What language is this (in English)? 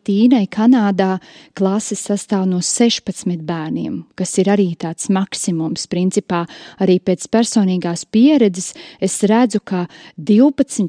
Latvian